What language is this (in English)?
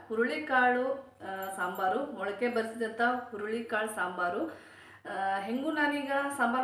Kannada